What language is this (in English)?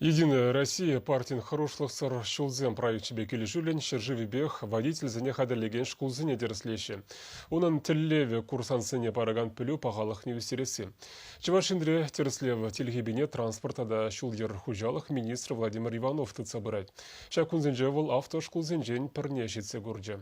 Chuvash